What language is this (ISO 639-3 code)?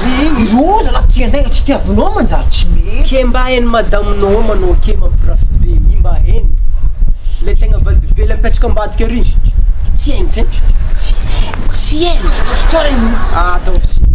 mlg